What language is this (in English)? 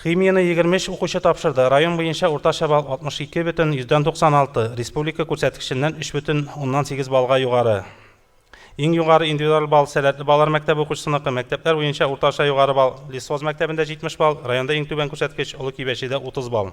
Tatar